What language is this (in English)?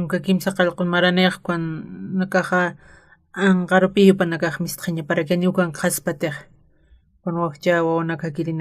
Aymara